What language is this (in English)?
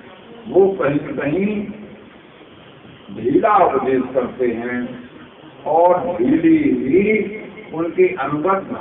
Hindi